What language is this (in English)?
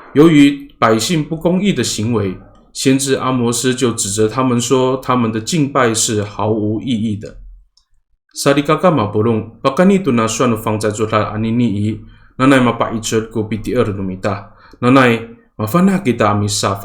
Amis